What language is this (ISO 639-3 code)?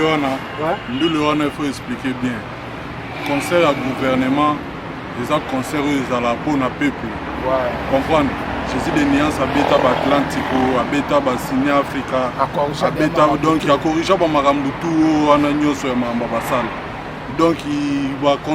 lin